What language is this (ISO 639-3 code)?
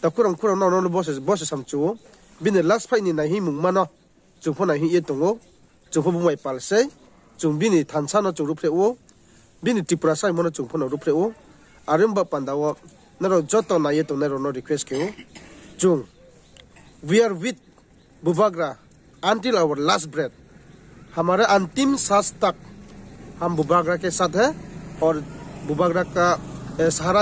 ria